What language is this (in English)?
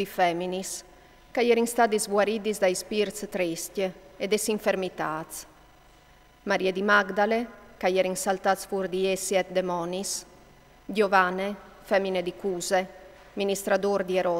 Friulian